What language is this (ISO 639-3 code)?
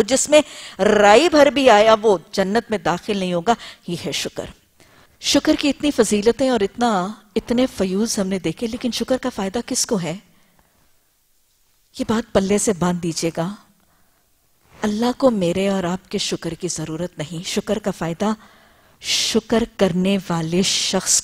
urd